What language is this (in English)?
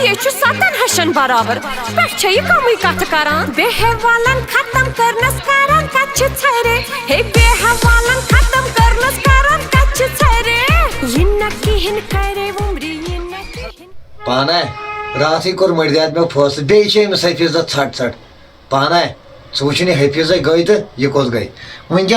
Kashmiri